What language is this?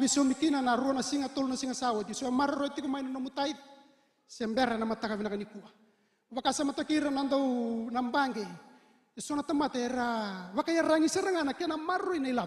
Fijian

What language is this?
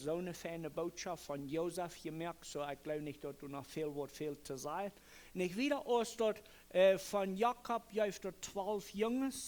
Plautdietsch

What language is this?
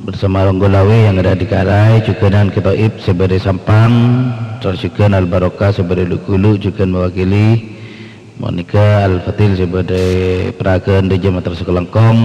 Madurese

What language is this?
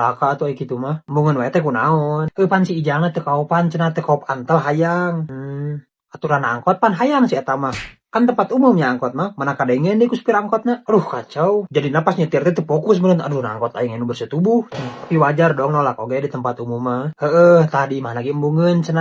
Sundanese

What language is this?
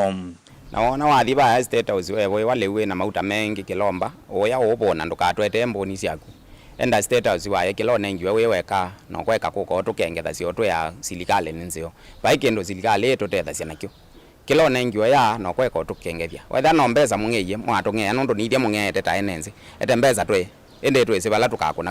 Kamba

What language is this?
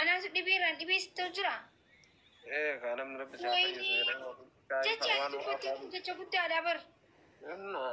Oromo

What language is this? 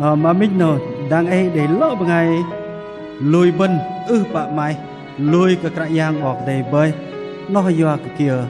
Bahnar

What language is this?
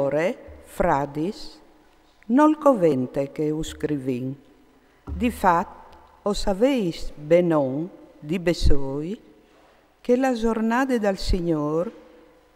Friulian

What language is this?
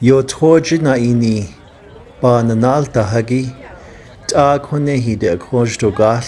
Navajo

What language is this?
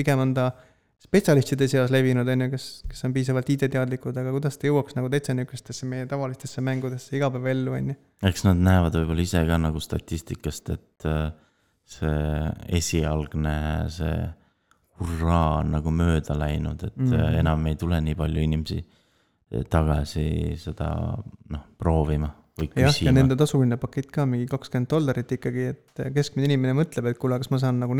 Estonian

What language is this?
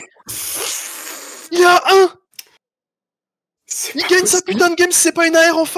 French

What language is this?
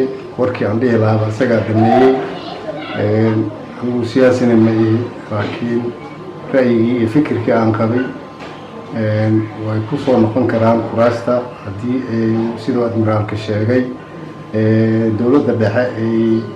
Somali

